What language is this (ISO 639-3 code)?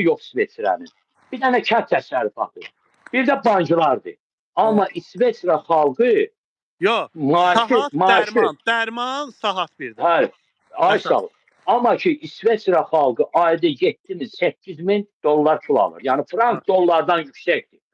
aze